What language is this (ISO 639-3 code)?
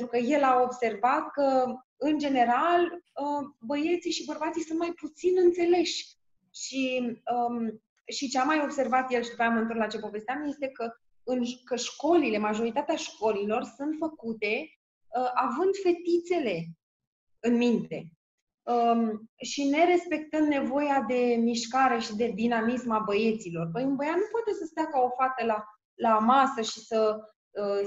ron